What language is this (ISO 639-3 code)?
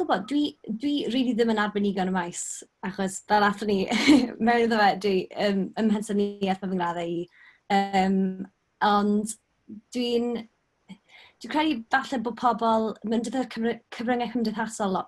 cym